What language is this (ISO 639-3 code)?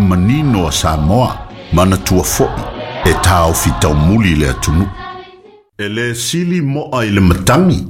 smo